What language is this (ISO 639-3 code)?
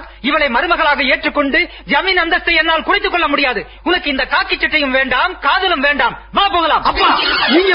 tam